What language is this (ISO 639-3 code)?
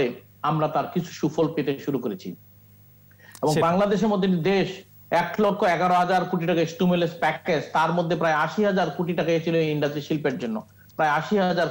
ben